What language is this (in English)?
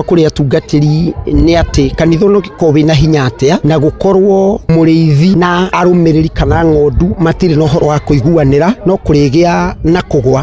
Kikuyu